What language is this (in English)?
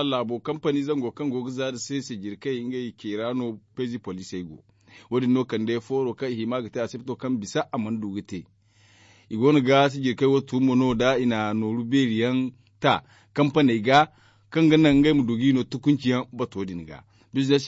Zarma